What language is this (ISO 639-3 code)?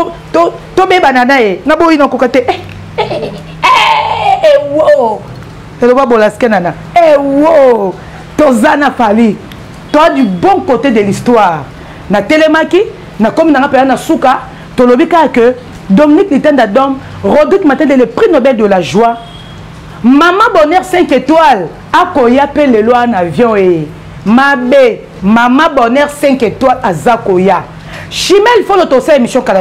lin